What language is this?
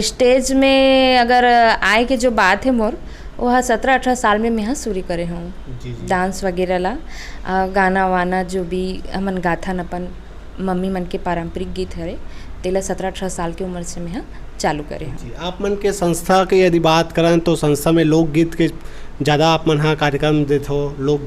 Chhattisgarhi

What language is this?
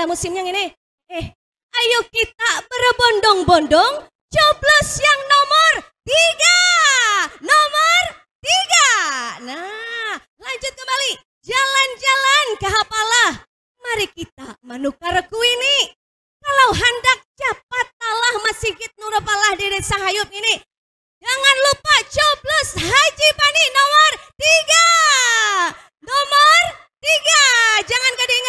Banjar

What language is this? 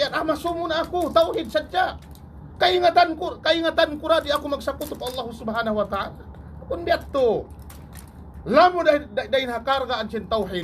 Tausug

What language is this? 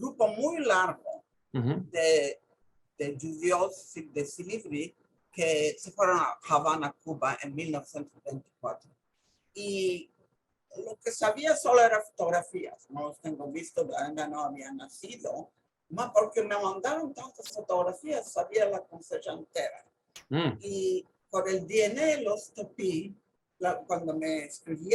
Ladino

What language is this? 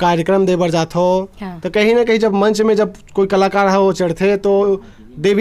Chhattisgarhi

